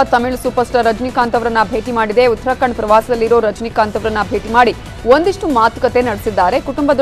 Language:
Kannada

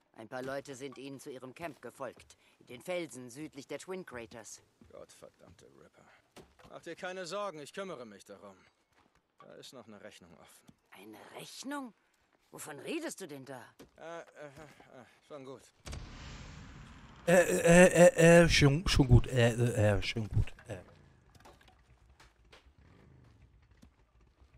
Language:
German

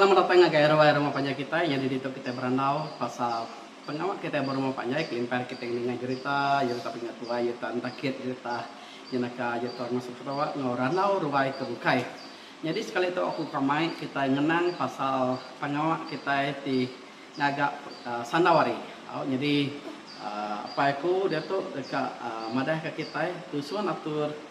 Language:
Iban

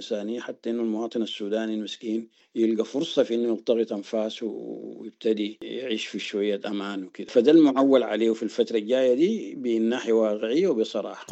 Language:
Sudanese Arabic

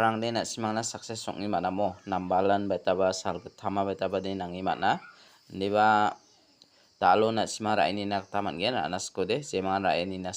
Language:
Garo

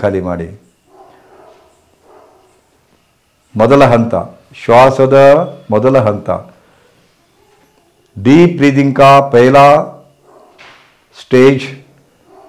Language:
Kannada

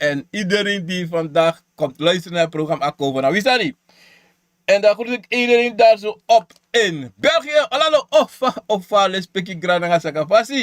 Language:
Sranan Tongo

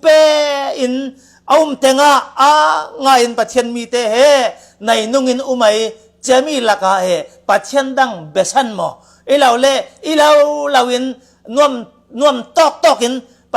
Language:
Falam Chin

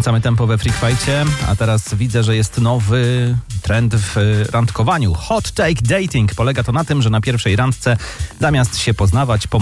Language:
Polish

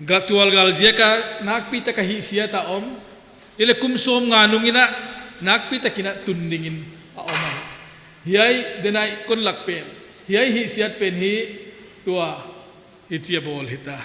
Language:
Paite Chin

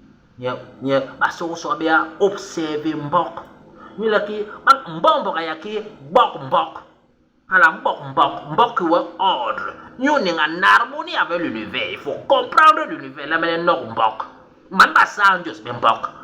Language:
Basaa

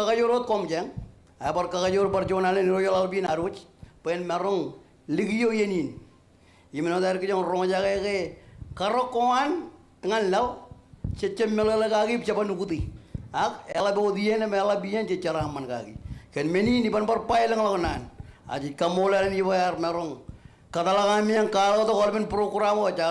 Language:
Marshallese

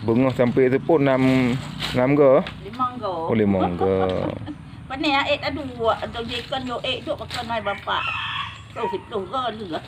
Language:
Achinese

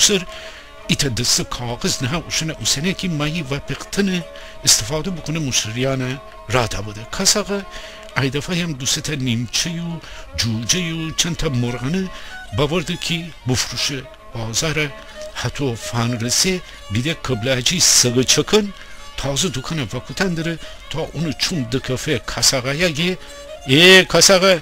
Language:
Gilaki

